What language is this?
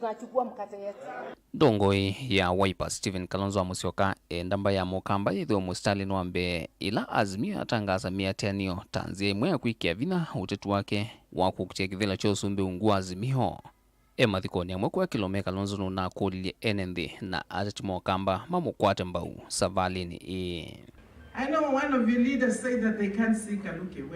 Kamba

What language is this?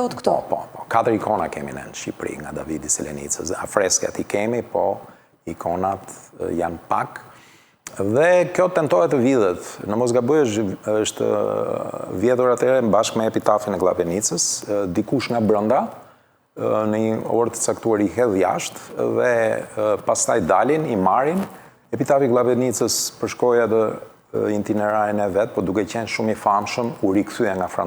Albanian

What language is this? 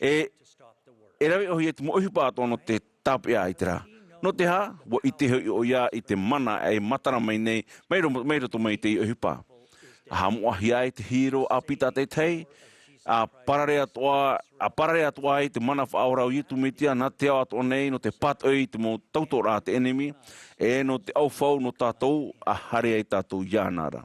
Tahitian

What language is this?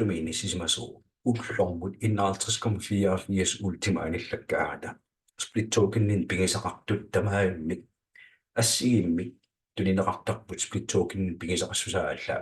Kalaallisut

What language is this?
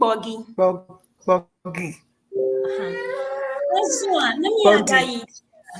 Ewe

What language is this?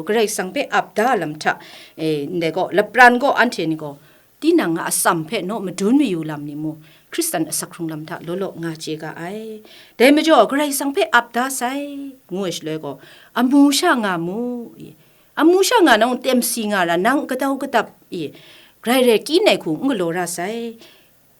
Kachin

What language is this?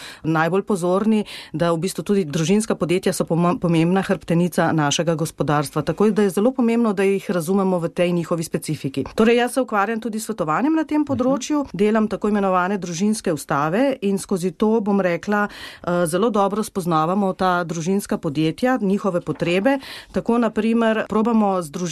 Slovenian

